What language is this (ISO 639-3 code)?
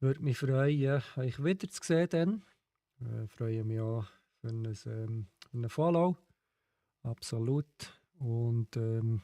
gsw